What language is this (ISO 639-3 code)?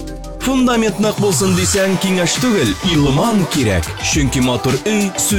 tat